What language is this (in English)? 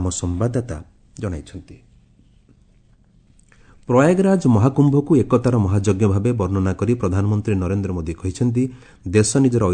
Odia